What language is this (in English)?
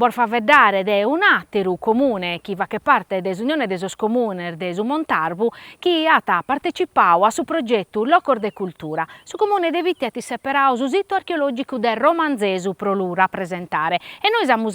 Sardinian